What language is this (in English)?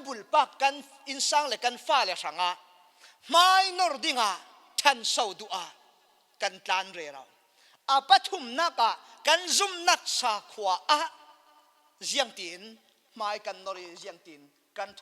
Falam Chin